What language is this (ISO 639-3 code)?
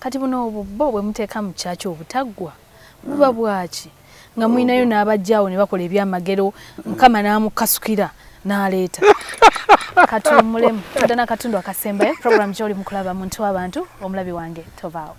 lug